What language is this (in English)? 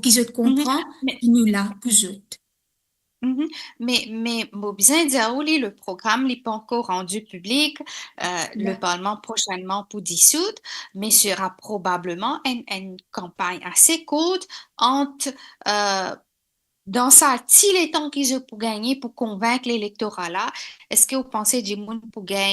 Morisyen